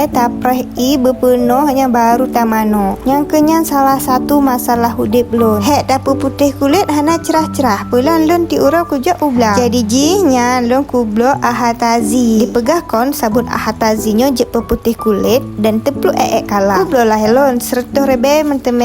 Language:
Achinese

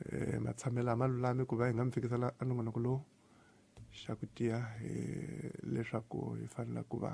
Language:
Tsonga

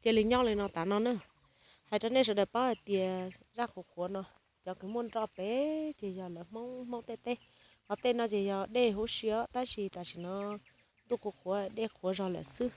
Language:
Hmong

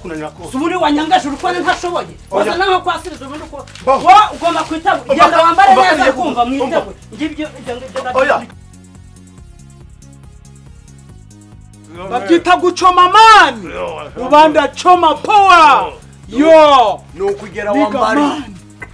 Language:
Kinyarwanda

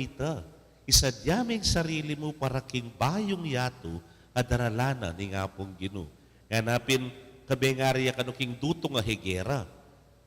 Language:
Pampanga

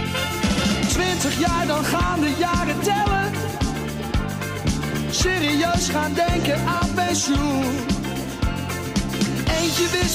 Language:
Dutch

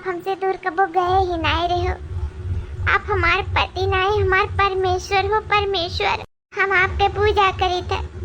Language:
Awadhi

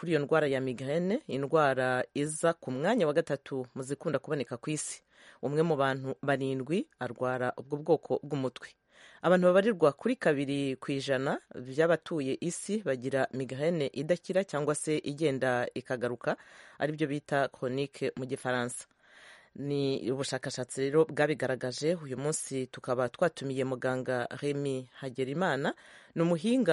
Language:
Kinyarwanda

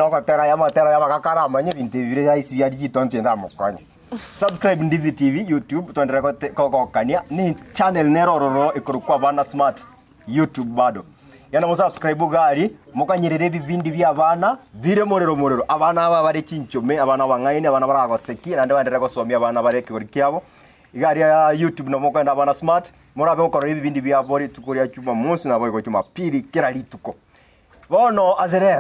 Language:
Gusii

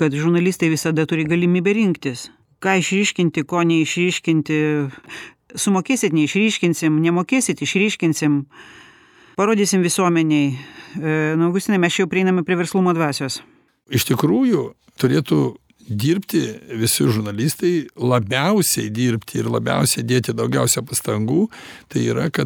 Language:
Lithuanian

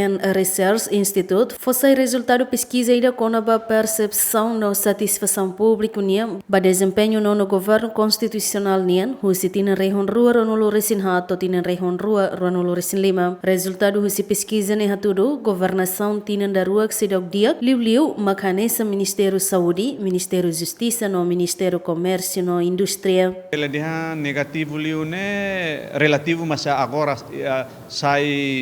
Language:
Tetum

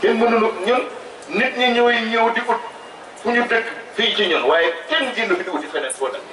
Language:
Wolof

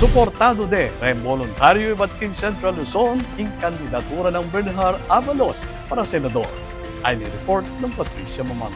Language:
Pampanga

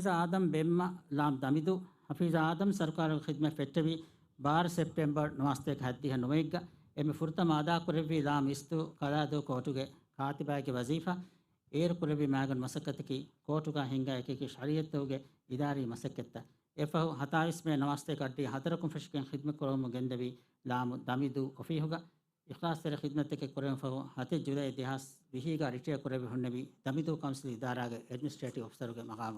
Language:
Divehi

